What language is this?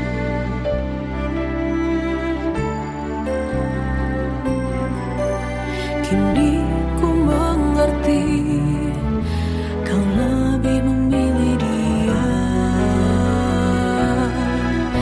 Indonesian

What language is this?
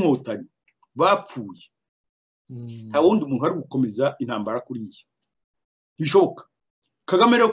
Kinyarwanda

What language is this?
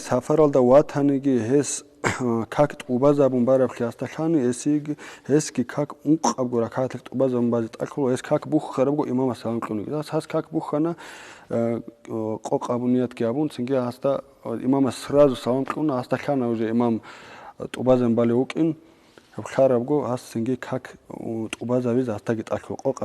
Avaric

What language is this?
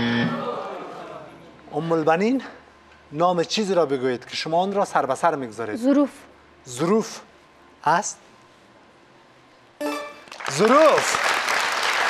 Persian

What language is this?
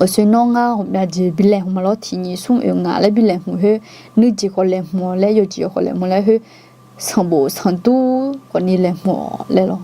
Akha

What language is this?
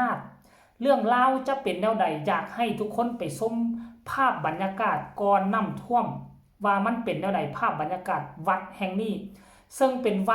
Lao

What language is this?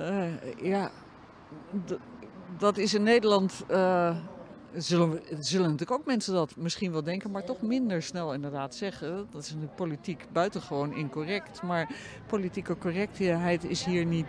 Dutch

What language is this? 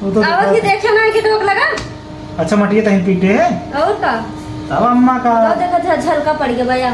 Awadhi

